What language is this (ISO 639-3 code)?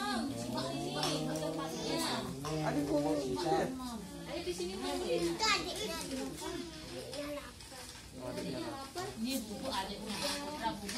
ind